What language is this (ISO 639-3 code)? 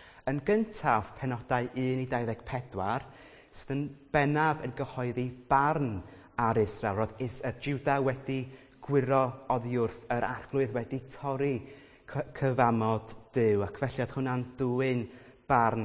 cym